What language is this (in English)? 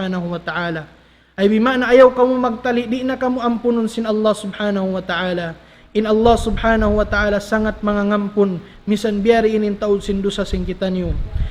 Tausug